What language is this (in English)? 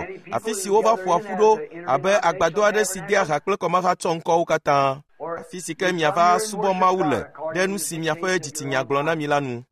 Ewe